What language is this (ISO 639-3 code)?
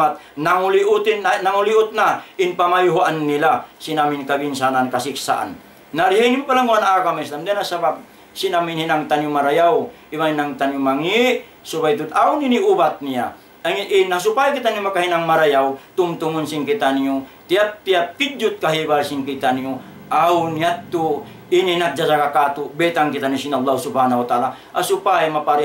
tsg